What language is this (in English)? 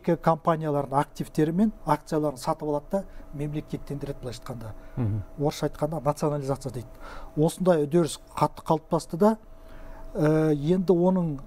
Kazakh